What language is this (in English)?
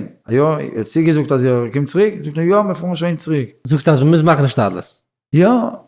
Yiddish